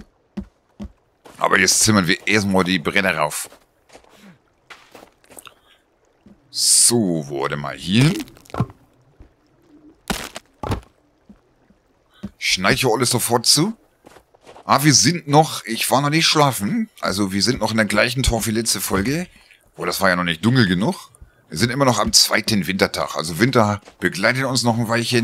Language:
German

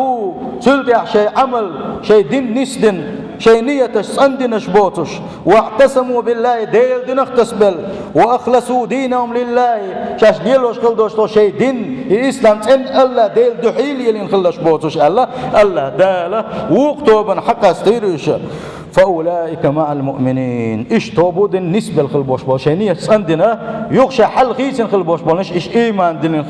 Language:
Chechen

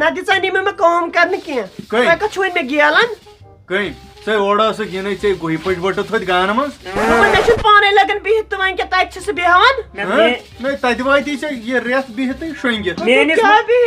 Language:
Kashmiri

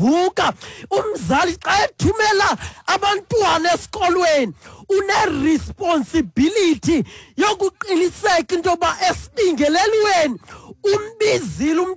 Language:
Xhosa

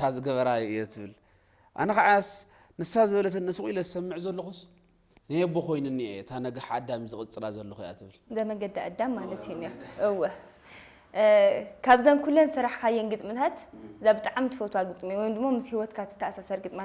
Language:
Tigrinya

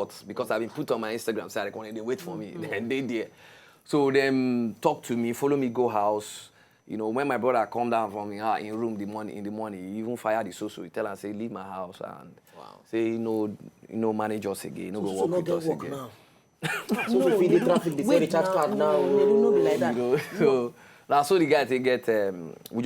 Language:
Nigerian Pidgin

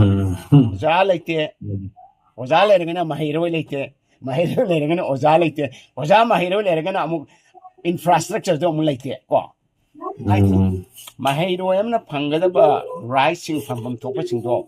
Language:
Manipuri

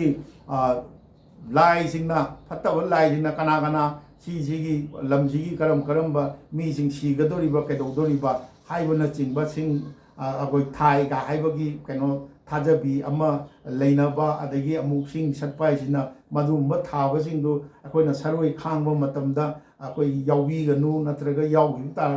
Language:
Manipuri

